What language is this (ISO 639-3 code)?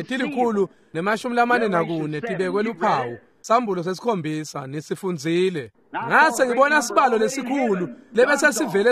ssw